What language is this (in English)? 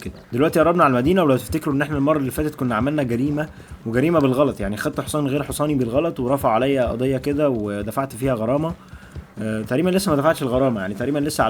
Egyptian Arabic